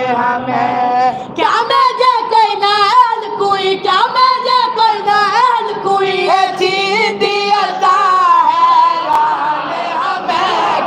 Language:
Saraiki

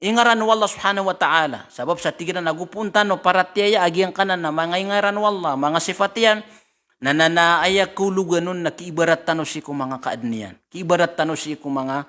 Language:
Maranao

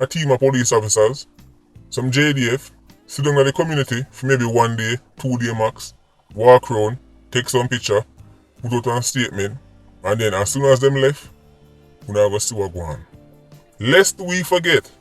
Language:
Jamaican Creole English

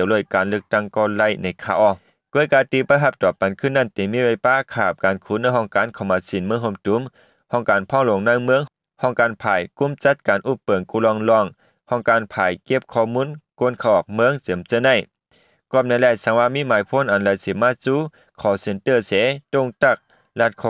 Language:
Shan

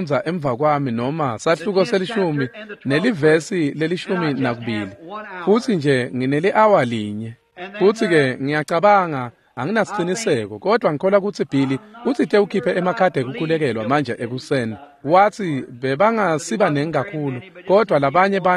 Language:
Swati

